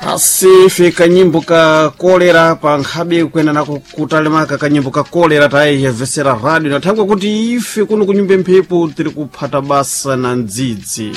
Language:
Sena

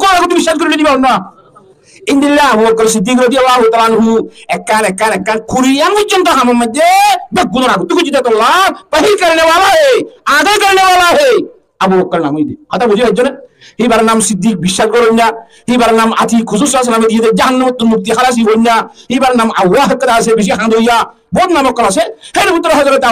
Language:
Rohingya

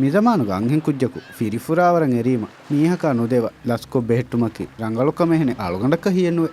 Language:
Divehi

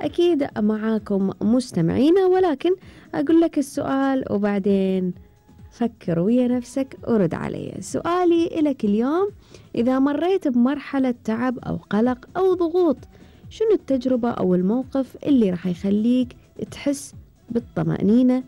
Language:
Gulf Arabic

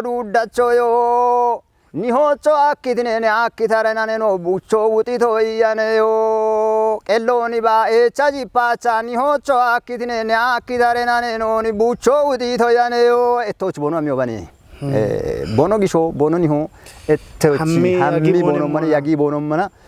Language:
Kafa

